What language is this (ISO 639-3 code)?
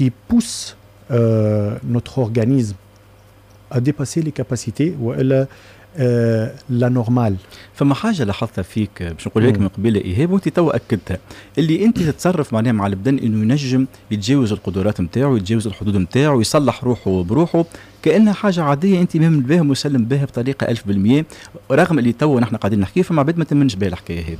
aeb